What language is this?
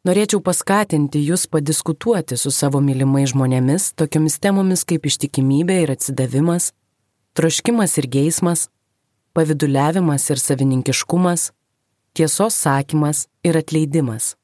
Lithuanian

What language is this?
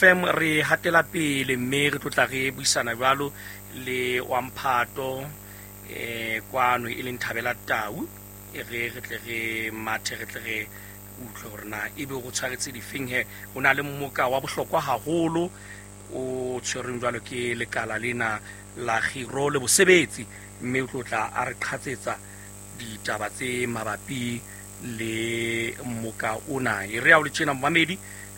Southern Sotho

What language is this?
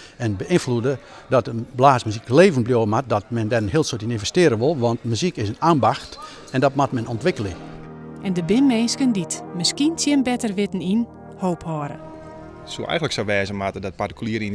Western Frisian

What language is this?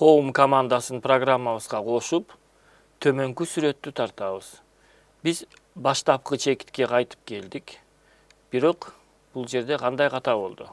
Kyrgyz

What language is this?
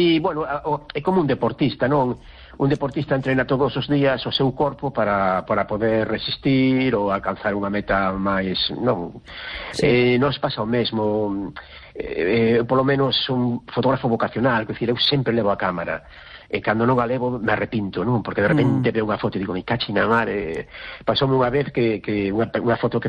Galician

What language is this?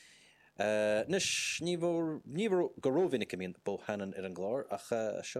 Irish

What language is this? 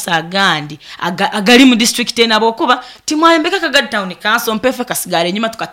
Nyoro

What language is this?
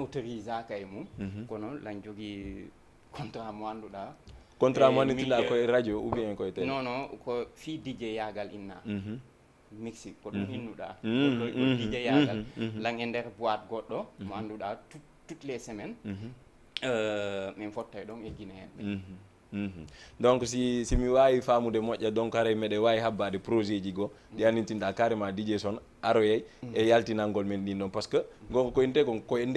Fula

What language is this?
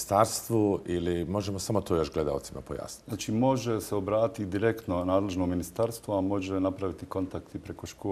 Bosnian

